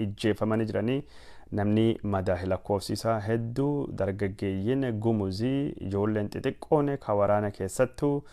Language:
Oromo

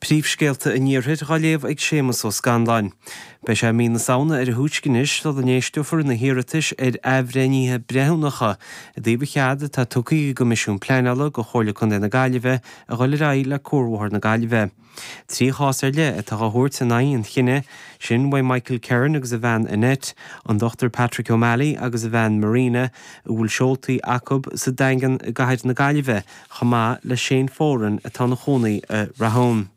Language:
Irish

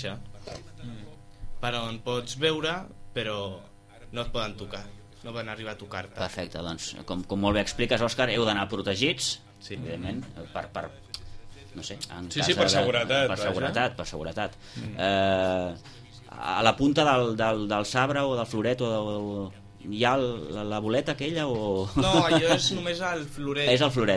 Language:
Catalan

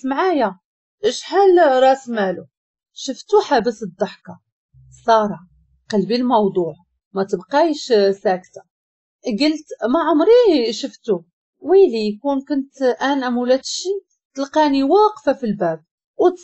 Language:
Moroccan Arabic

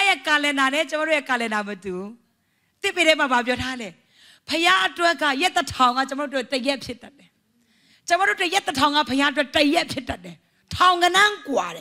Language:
Burmese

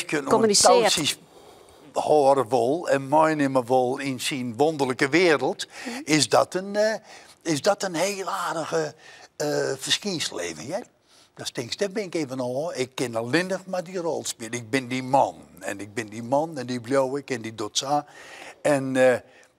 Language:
Western Frisian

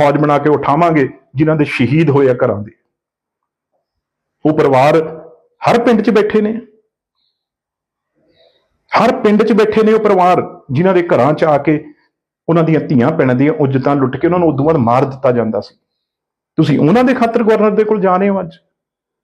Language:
Punjabi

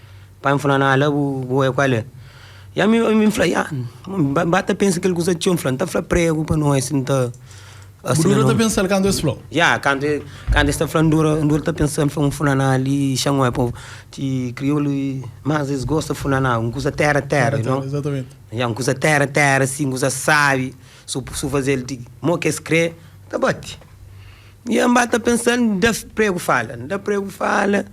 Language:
Kabuverdianu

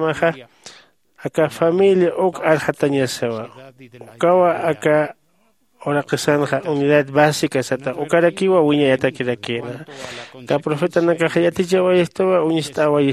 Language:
Aymara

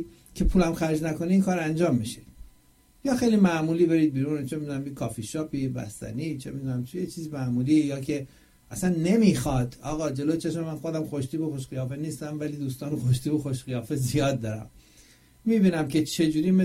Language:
Persian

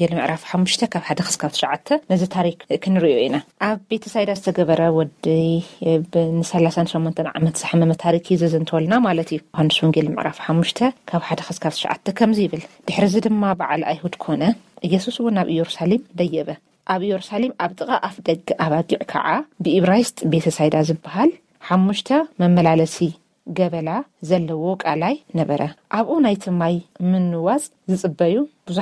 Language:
Tigrinya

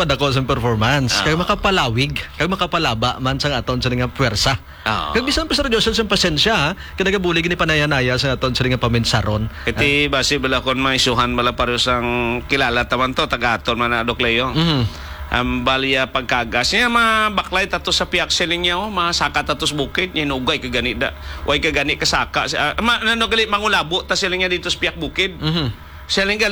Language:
Hiligaynon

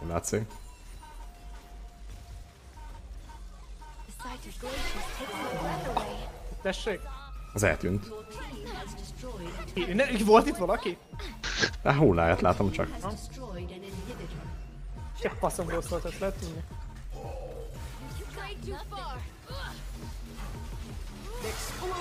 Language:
Hungarian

